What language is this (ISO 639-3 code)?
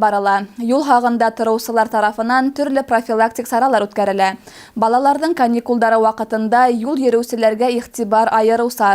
bak